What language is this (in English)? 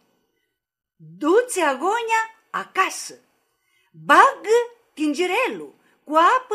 Aromanian